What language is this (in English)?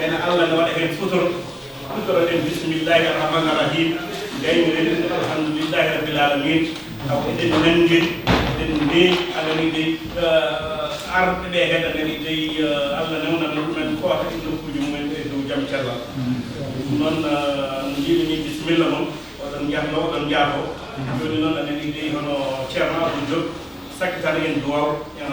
Fula